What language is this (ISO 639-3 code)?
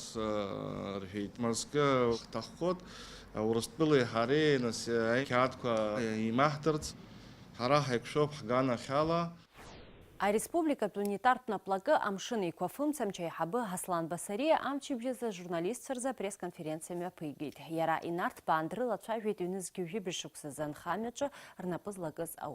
abk